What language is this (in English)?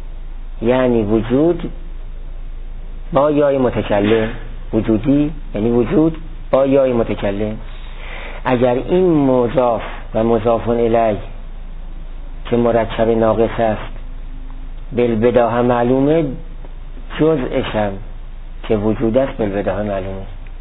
Persian